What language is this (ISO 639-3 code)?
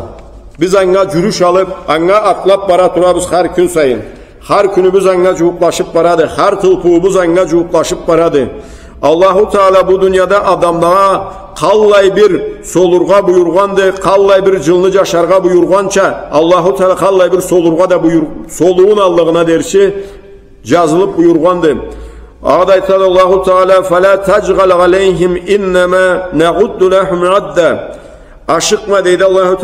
krc